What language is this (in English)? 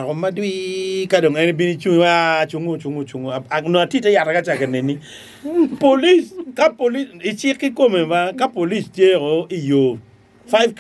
Acoli